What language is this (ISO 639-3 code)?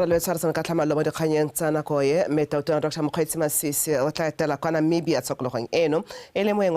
tsn